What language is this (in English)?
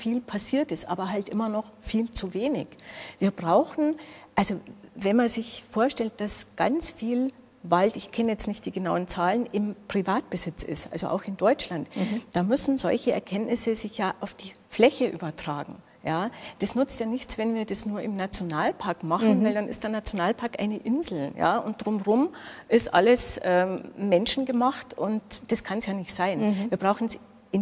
German